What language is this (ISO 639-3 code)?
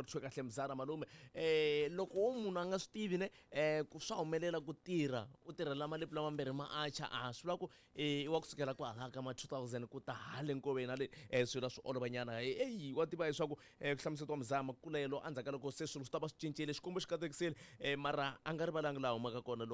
tso